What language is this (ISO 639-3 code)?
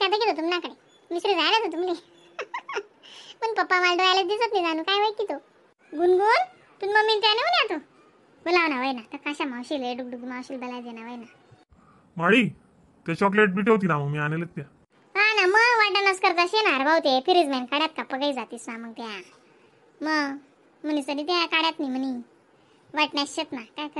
khn